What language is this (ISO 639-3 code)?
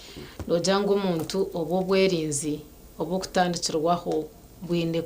nyn